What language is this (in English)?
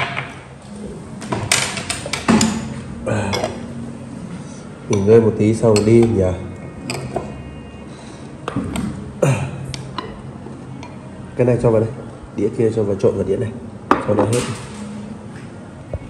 Vietnamese